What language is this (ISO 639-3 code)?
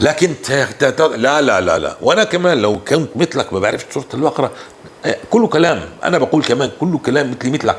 apc